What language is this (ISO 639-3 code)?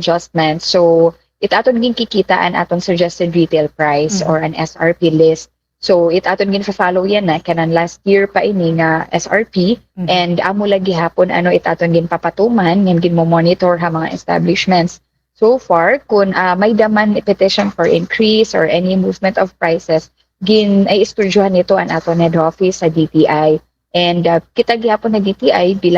war